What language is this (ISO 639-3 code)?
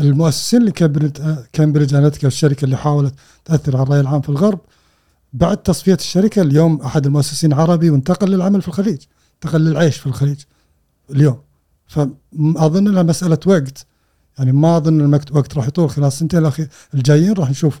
afb